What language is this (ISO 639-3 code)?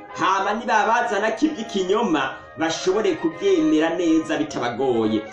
run